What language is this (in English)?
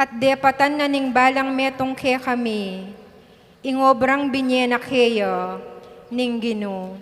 Pampanga